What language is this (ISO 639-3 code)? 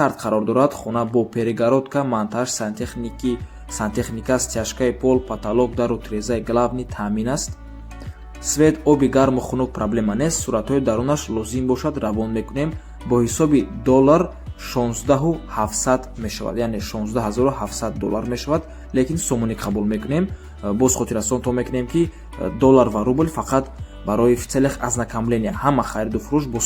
tgk